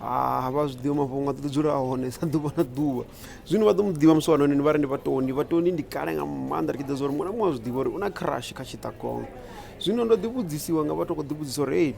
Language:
Venda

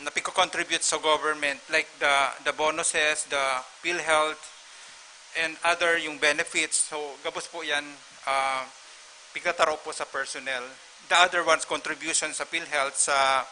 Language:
Bikol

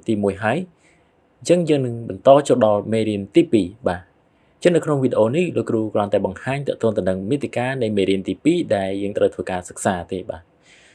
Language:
Khmer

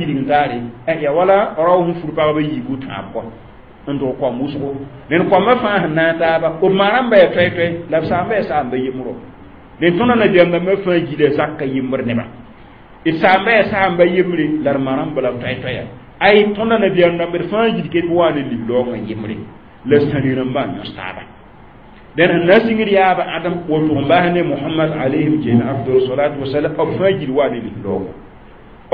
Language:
Mossi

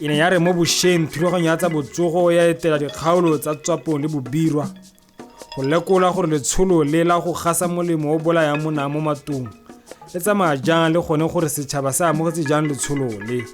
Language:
Tswana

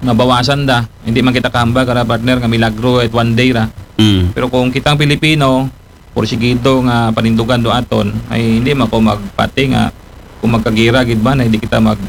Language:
Aklanon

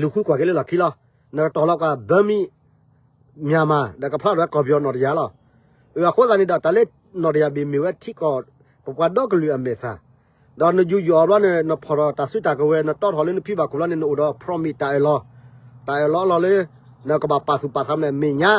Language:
S'gaw Karen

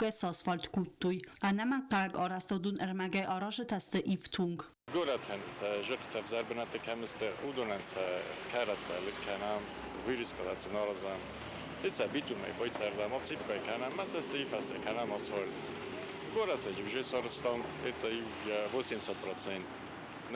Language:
Ossetic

